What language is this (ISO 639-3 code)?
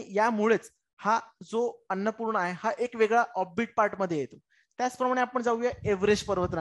mar